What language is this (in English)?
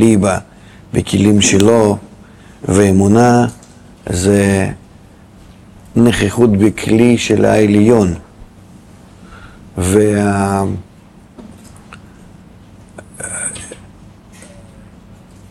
Hebrew